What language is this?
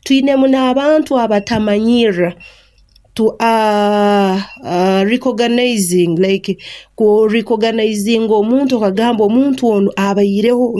Nyankole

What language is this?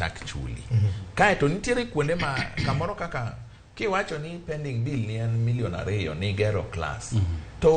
Luo (Kenya and Tanzania)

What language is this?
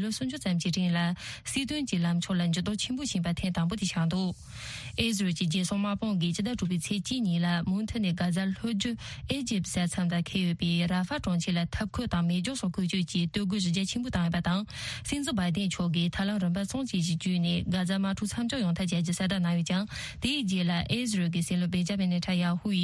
Tibetan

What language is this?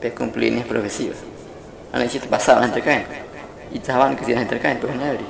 Guahibo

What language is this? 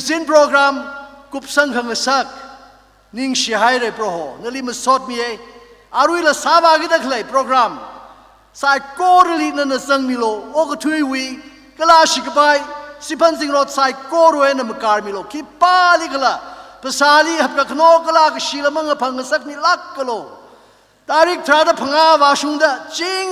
Tangkhul Naga (India)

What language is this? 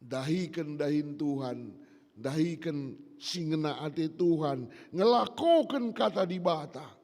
Batak Karo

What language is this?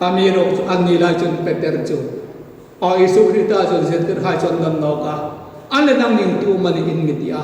Hmar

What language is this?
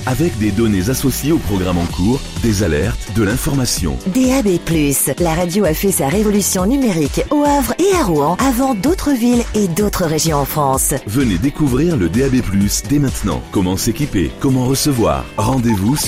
French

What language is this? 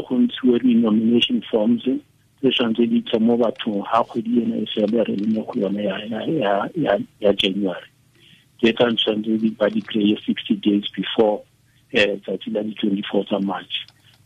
Tswana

